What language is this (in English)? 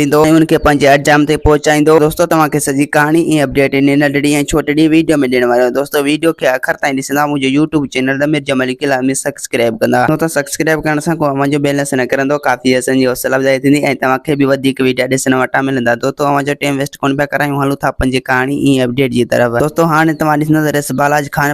Sindhi